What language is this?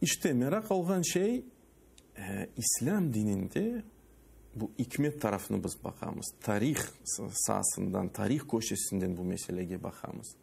Crimean Tatar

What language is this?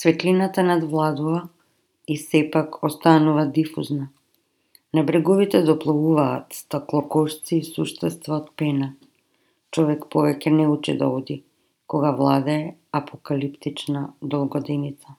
Macedonian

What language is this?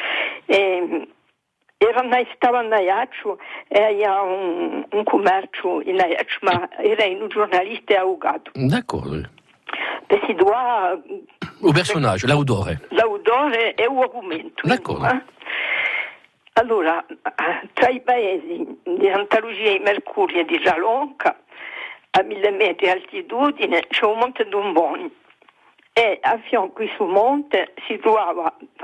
Italian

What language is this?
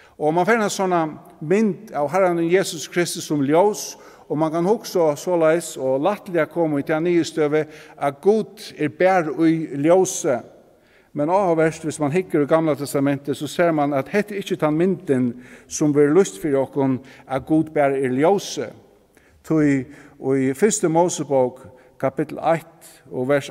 Faroese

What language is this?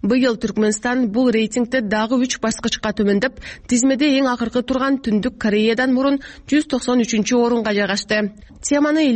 Kyrgyz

